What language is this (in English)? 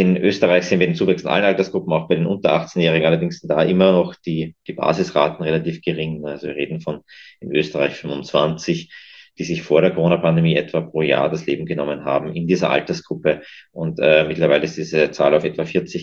German